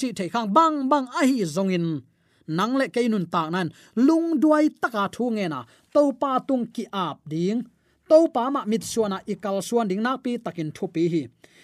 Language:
Tedim Chin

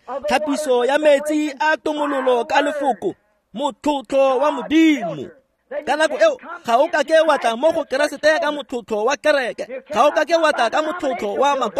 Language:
Tswana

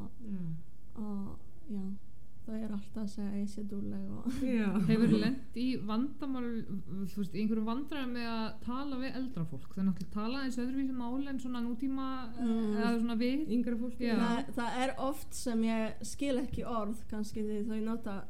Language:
Icelandic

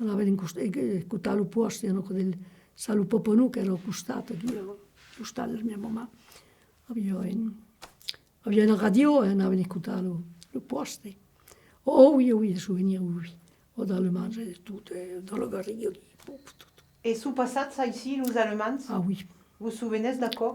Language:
Occitan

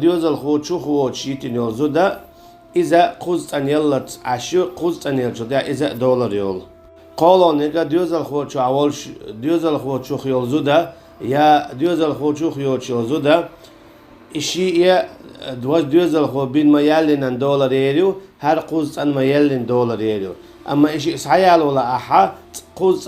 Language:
Chechen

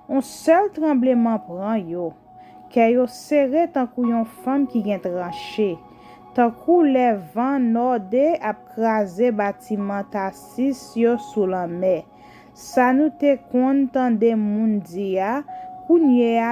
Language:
Haitian Creole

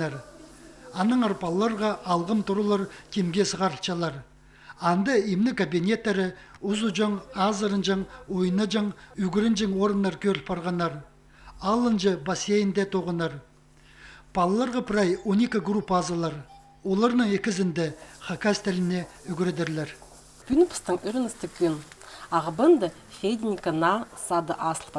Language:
Khakas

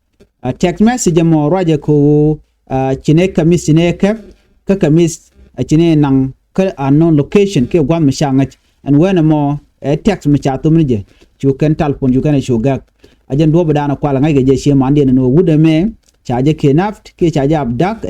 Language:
Nuer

